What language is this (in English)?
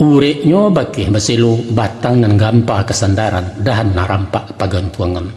Minangkabau